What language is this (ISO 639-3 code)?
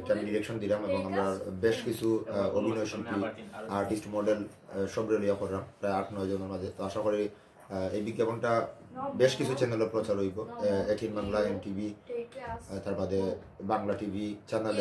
syl